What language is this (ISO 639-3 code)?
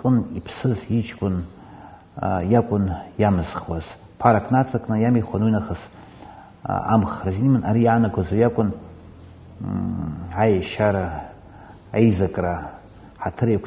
abk